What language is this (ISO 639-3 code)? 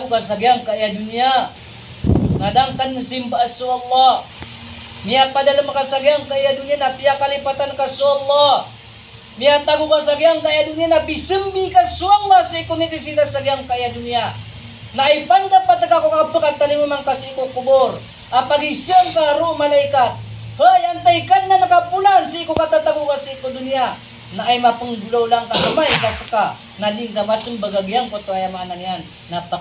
mrw